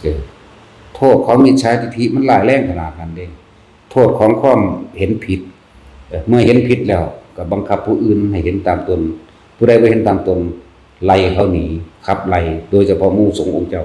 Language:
Northeastern Thai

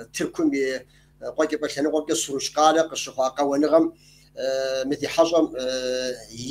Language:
Kabardian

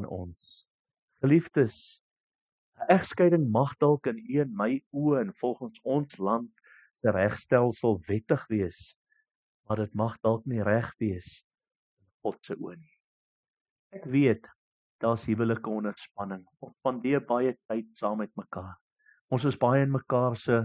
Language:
Afrikaans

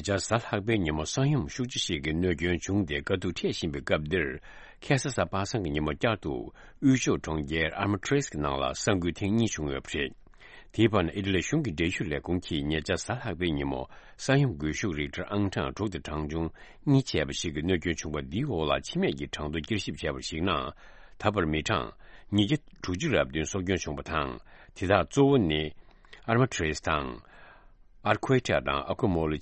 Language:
Tibetan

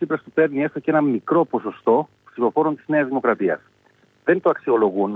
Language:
Greek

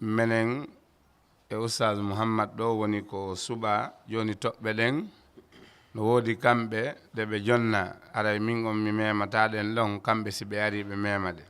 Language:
Fula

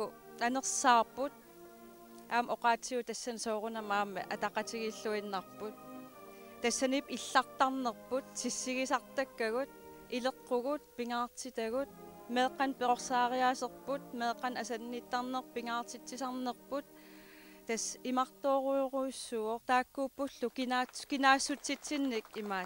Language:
Kalaallisut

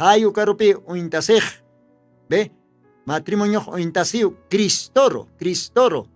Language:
Aymara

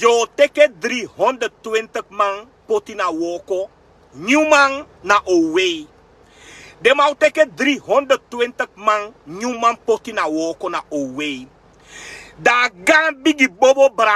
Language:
Sranan Tongo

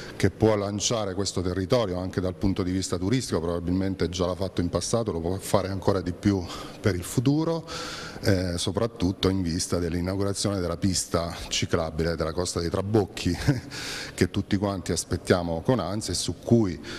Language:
Italian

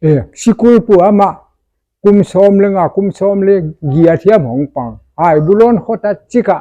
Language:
Paite Chin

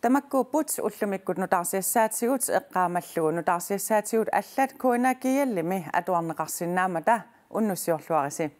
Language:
Kalaallisut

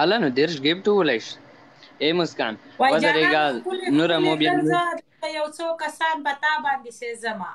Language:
Pashto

